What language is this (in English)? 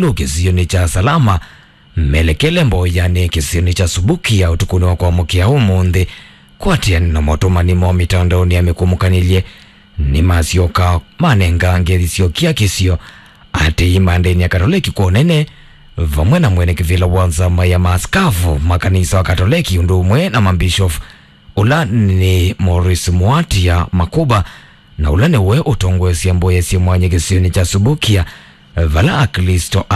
Kamba